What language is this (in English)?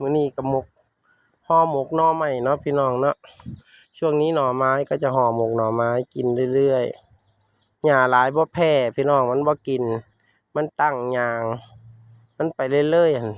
Northeastern Thai